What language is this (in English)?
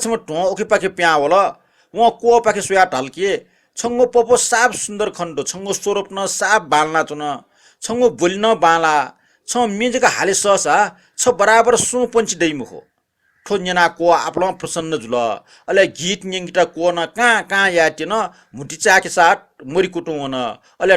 Newari